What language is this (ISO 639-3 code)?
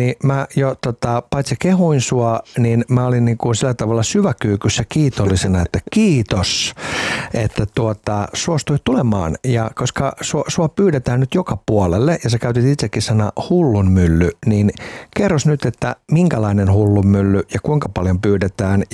fin